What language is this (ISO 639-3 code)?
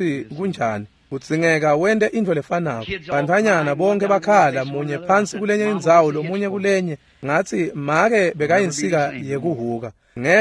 ssw